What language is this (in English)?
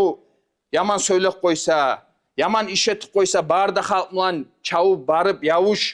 Kumyk